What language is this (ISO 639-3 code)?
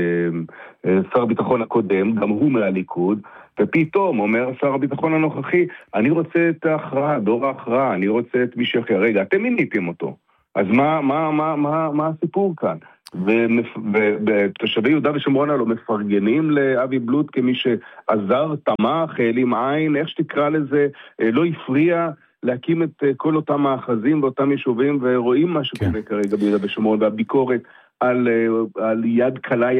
heb